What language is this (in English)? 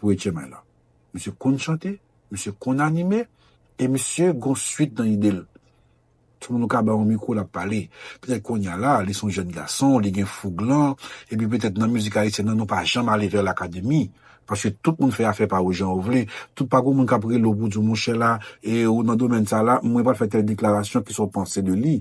Haitian Creole